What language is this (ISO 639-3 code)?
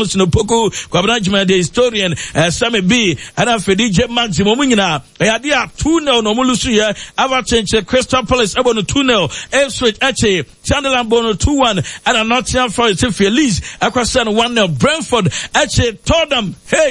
aka